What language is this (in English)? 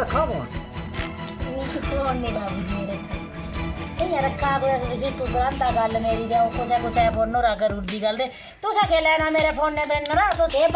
Dogri